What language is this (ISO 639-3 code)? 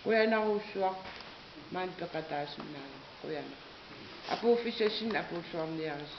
kal